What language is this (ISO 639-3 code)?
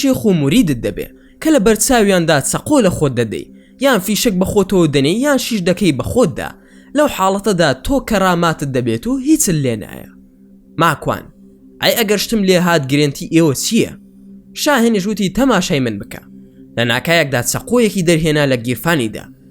ckb